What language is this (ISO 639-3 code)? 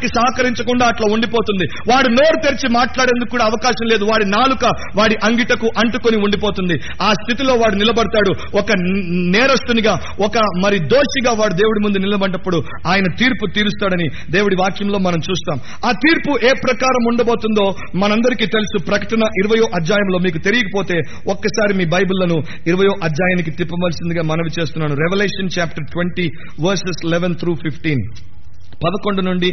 tel